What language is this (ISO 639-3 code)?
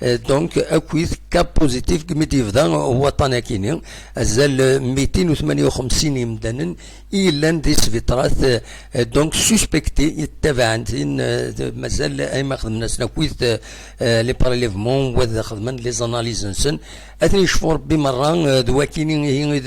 kab